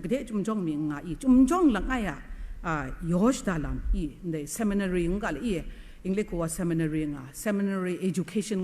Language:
Kachin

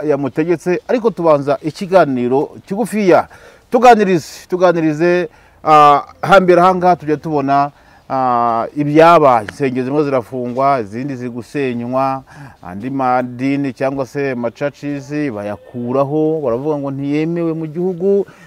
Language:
Kinyarwanda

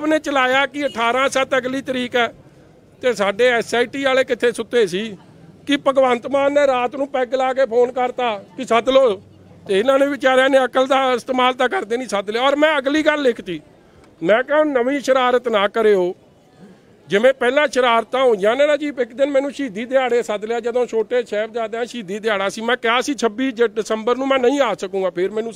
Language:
Punjabi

